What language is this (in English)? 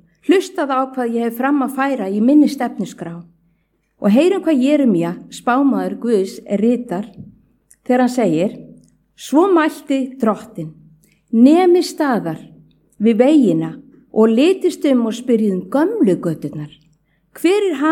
Icelandic